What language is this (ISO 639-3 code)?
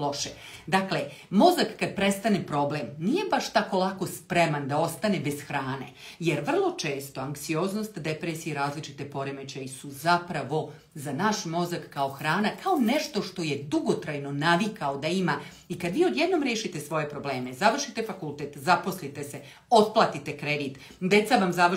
srp